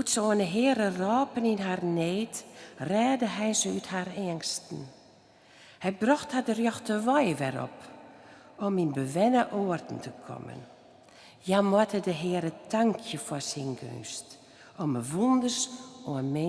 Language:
Western Frisian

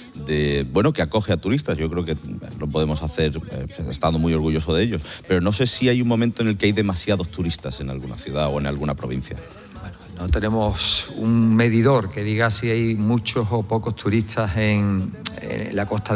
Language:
Spanish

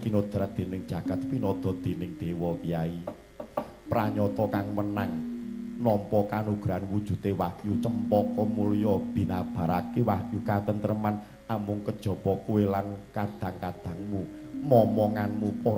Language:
Javanese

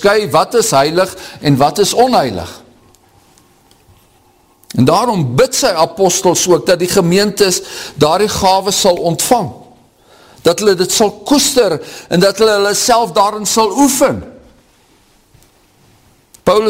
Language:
Afrikaans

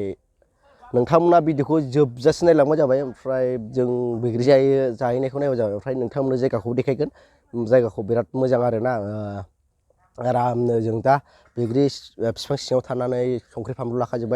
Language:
Bodo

